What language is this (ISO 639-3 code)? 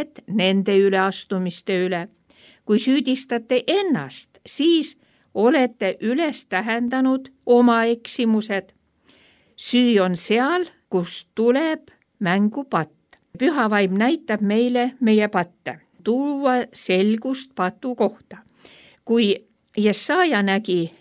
est